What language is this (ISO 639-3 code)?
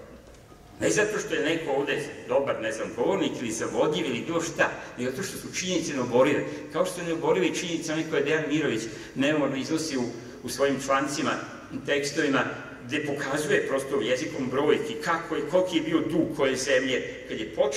srp